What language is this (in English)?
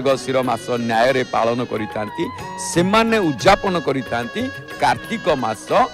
Odia